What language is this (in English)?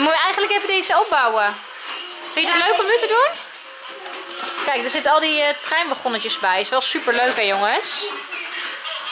Dutch